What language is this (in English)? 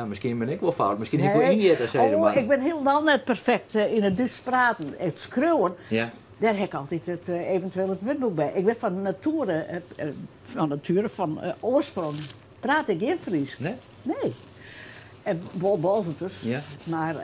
Western Frisian